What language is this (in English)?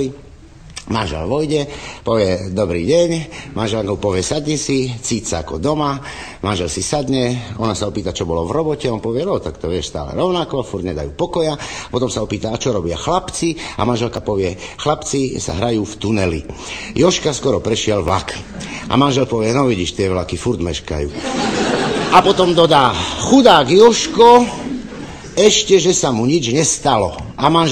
Slovak